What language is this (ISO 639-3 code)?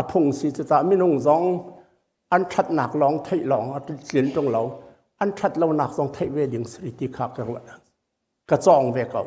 cnh